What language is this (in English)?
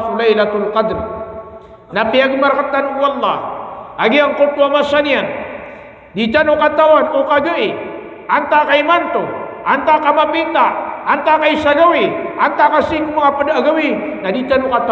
Maranao